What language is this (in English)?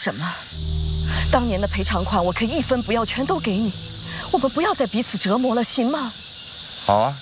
Chinese